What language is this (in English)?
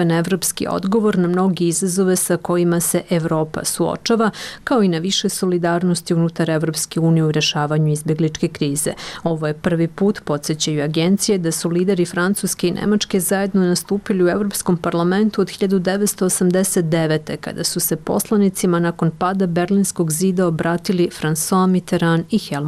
Serbian